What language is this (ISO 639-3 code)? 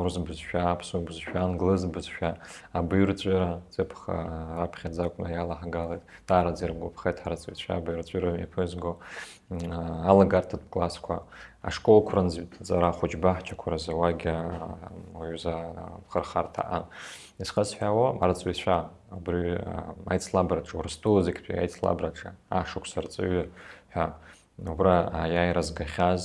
abk